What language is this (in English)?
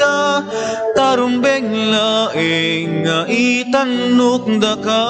Iloko